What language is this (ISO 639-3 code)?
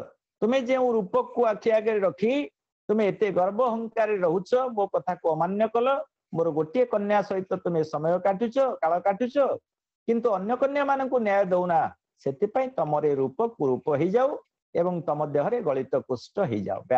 ori